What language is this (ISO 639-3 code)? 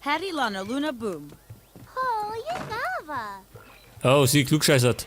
bar